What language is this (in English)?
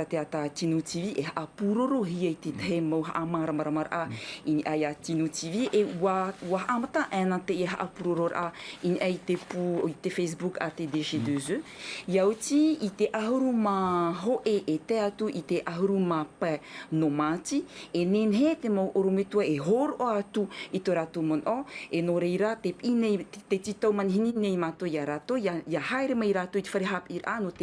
Tahitian